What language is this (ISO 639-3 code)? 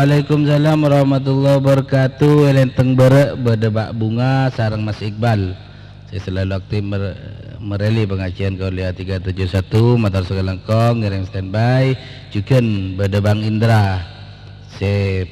mad